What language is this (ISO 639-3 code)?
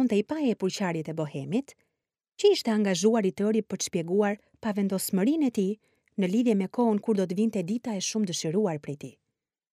sqi